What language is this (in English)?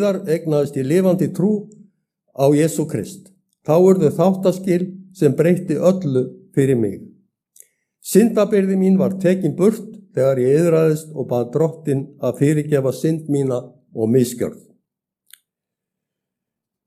Icelandic